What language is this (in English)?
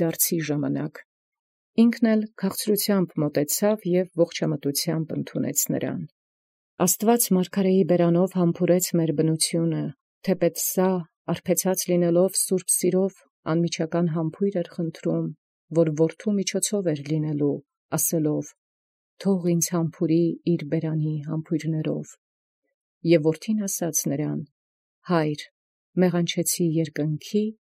Armenian